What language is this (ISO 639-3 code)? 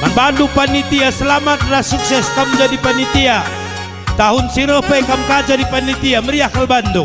btx